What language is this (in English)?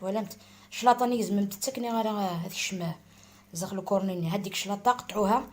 Algerian Arabic